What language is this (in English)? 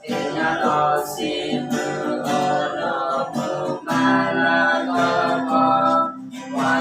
S'gaw Karen